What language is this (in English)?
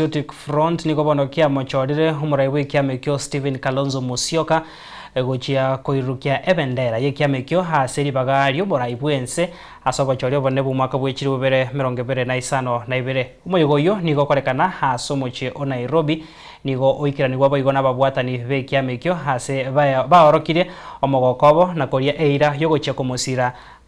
Gusii